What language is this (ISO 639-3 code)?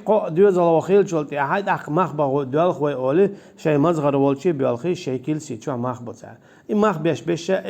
che